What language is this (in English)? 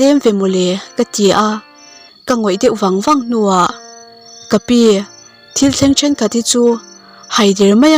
Mizo